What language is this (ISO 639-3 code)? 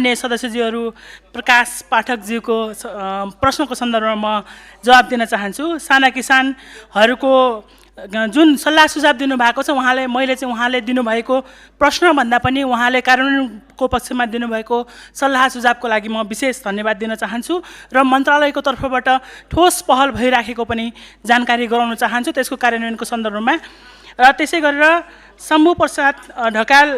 nep